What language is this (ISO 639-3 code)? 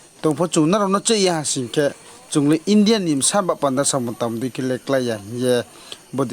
ria